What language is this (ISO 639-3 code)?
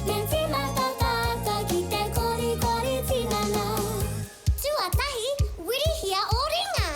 mri